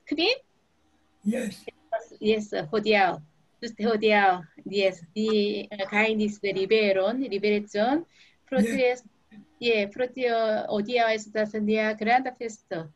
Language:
Esperanto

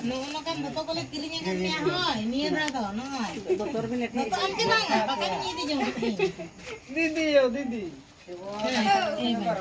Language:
Santali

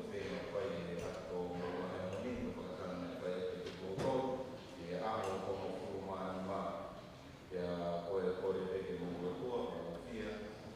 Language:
Tongan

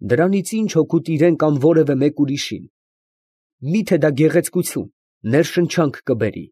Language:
Armenian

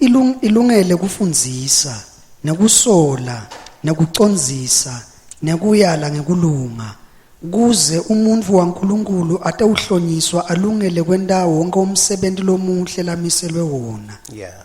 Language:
Swati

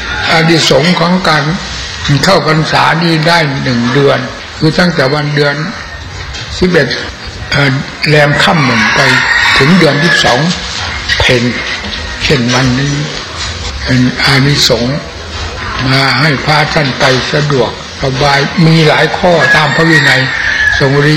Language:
Thai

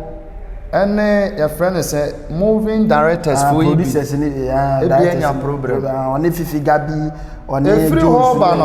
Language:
Akan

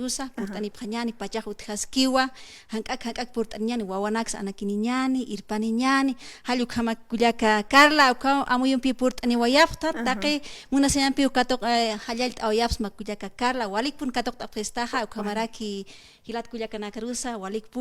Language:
Aymara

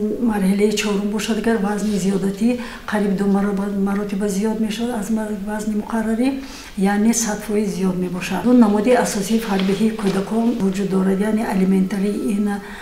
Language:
Tajik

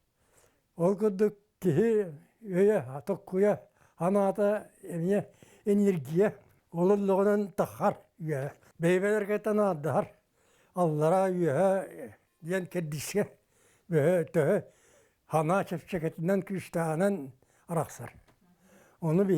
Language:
Yakut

